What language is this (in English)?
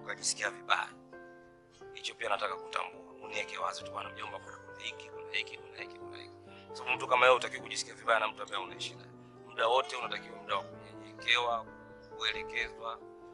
Swahili